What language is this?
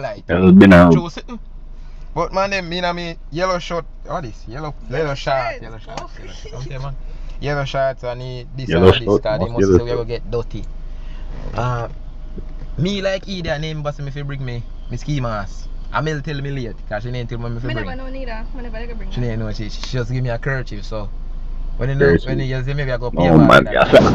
Jamaican Creole English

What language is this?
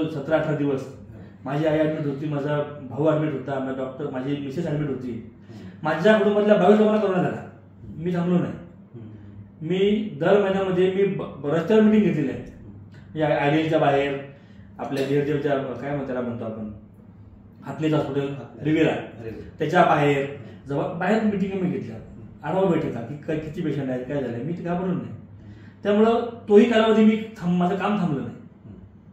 Marathi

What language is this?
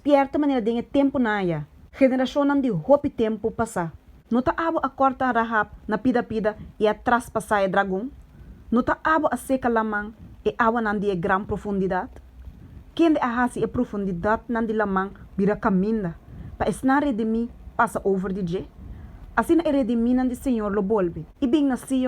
Papiamento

